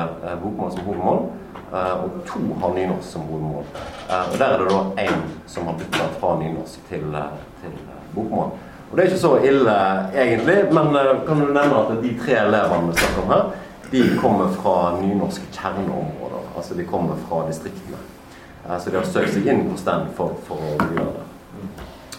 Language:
Norwegian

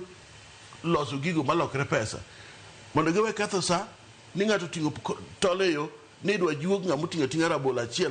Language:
Luo (Kenya and Tanzania)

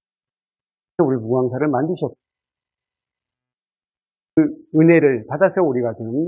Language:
Korean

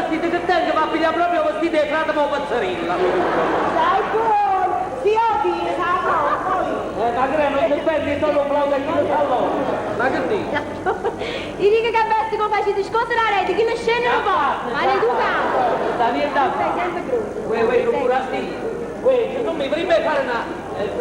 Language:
Neapolitan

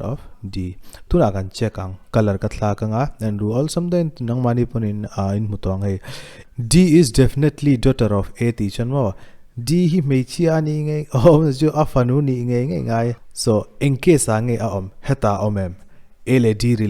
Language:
Mizo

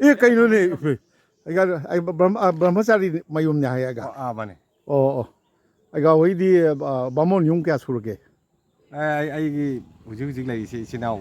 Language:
Manipuri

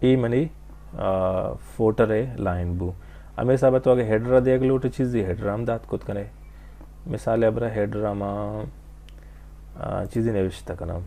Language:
Baluchi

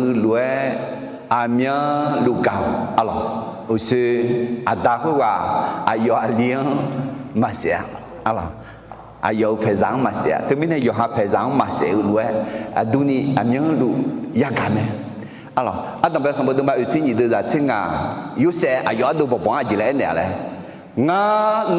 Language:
Akha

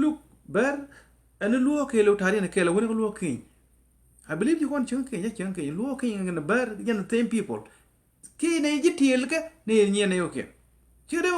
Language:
Nuer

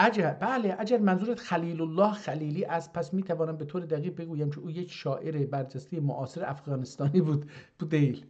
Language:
South Azerbaijani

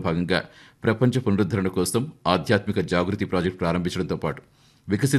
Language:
Telugu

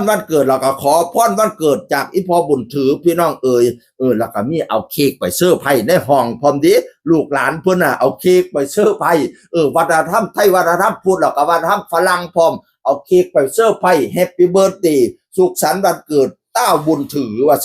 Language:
Northeastern Thai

